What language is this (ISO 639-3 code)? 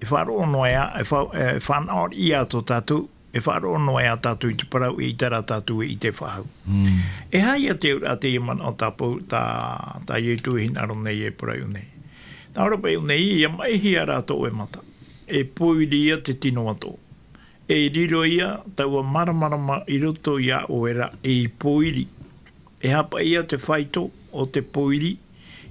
tah